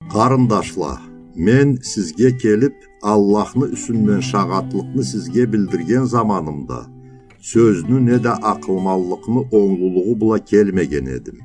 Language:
Karachay-Balkar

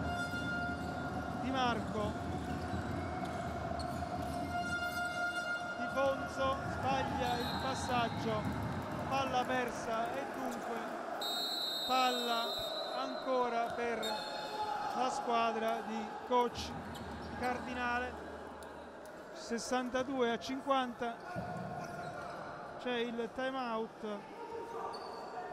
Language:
Italian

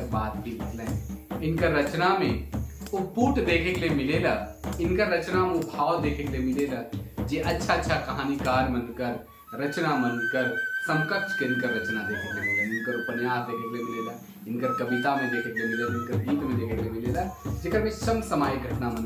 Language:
Sadri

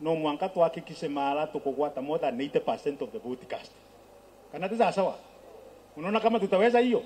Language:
Meru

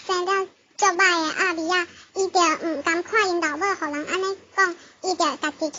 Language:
Min Nan Chinese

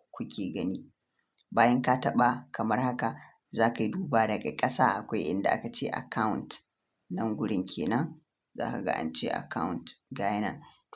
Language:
Hausa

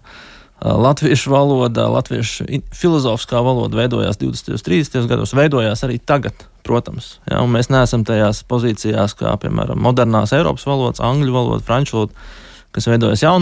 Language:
Latvian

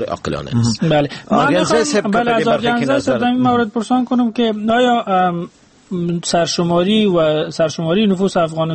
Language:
Persian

